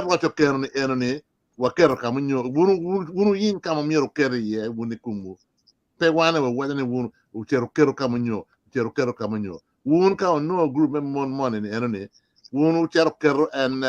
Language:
Acoli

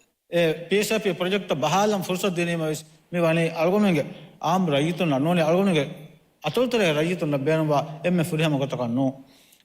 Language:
Divehi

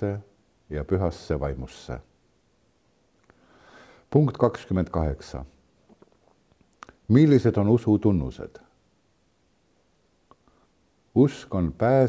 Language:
Estonian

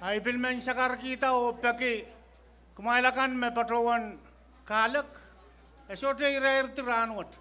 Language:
Pohnpeian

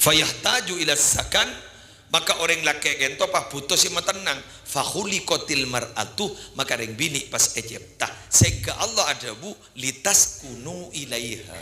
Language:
Madurese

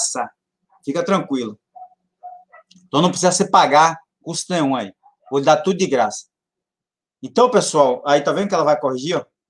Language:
Portuguese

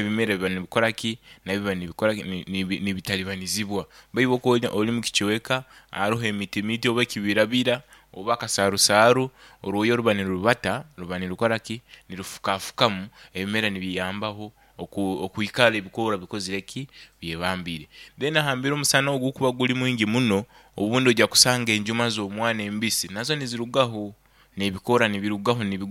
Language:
Nyoro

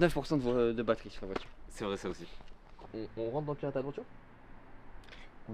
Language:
French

